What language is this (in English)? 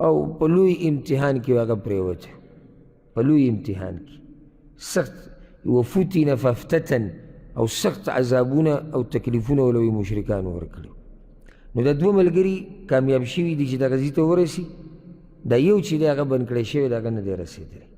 Pashto